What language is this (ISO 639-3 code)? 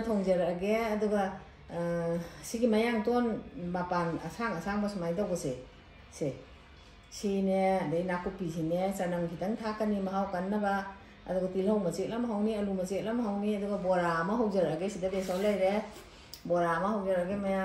mni